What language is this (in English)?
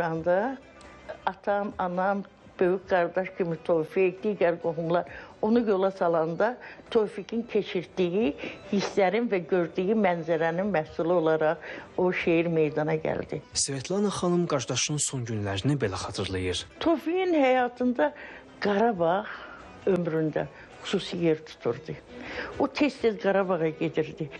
Azerbaijani